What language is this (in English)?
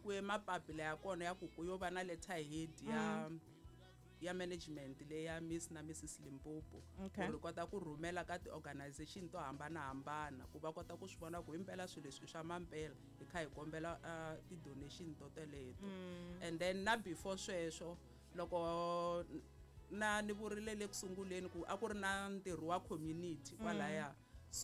Tsonga